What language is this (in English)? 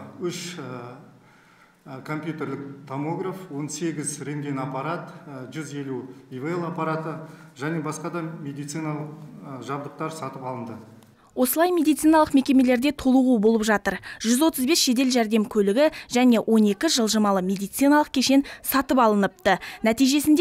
Kazakh